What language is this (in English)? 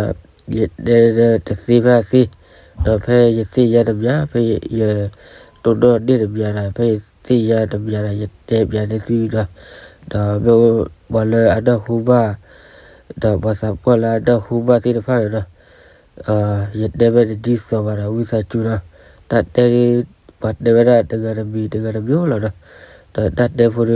S'gaw Karen